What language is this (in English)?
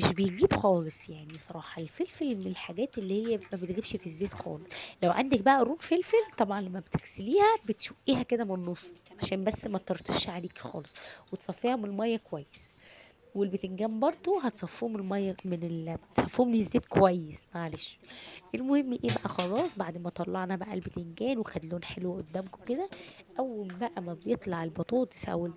Egyptian Arabic